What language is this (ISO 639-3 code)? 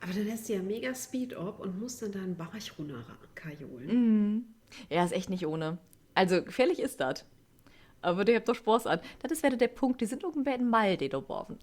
nds